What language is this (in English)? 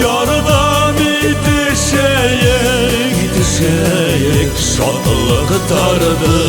Bashkir